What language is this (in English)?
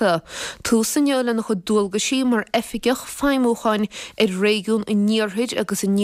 Irish